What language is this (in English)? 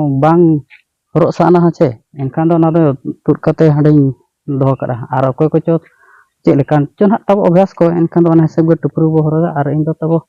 Santali